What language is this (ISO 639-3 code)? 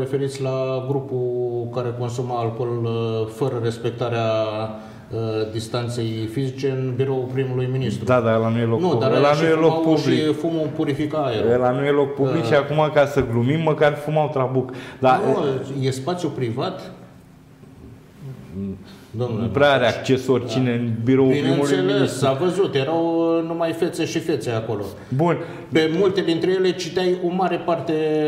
ron